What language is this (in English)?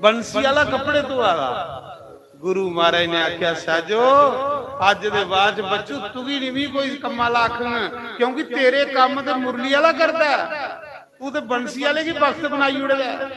Dogri